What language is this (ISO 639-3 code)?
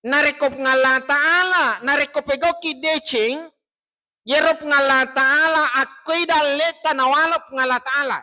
bug